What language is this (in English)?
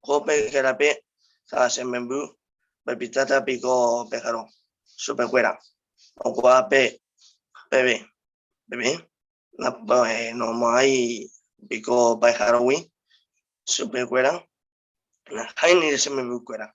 Guarani